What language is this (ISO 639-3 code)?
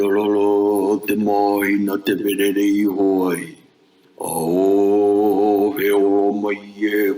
mri